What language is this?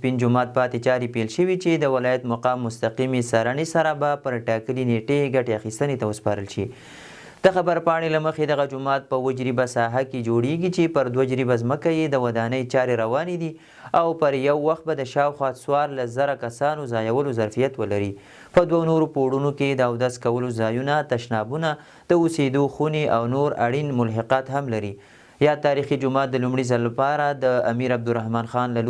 Pashto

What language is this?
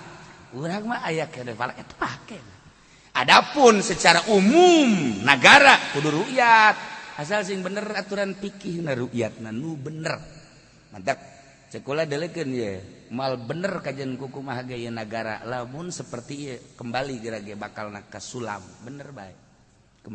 Sundanese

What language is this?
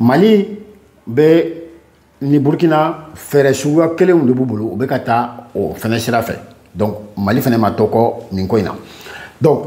Bambara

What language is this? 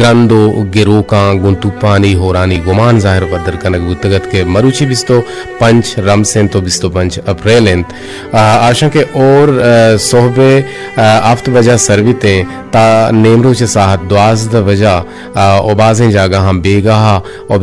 Eastern Balochi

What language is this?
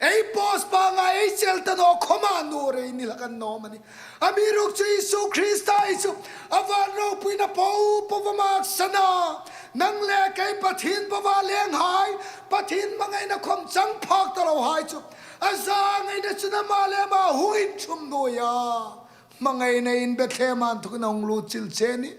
Hmar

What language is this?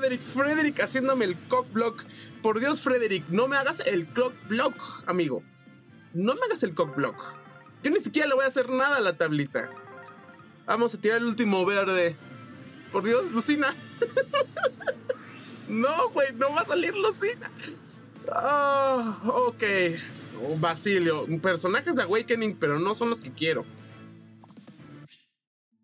Spanish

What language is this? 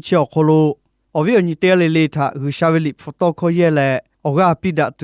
Lahu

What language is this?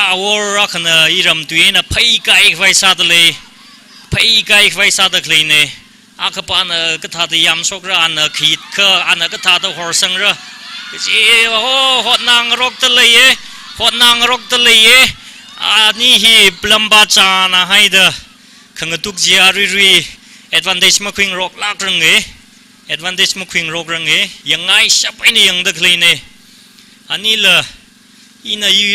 Tangkhul Naga (India)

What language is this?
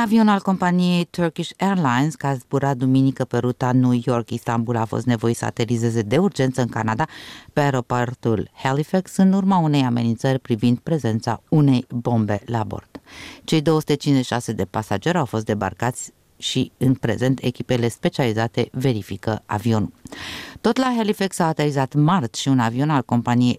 Romanian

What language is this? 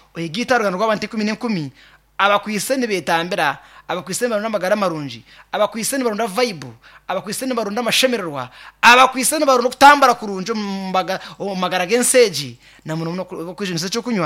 Nyankole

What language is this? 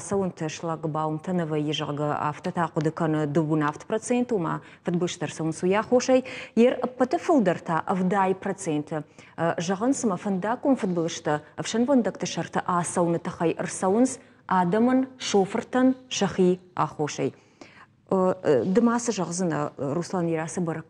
Ossetic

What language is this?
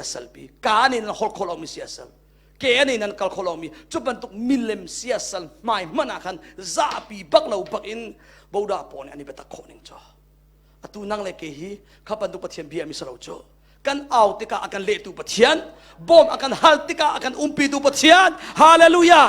Hakha Chin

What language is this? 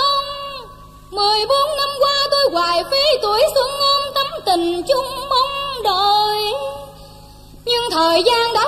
Vietnamese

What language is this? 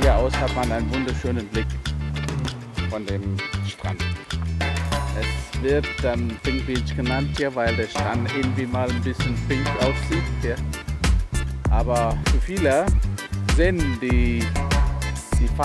German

